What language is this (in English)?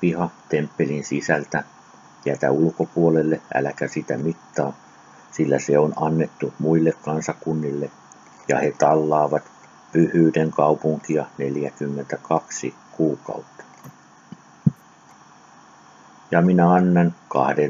Finnish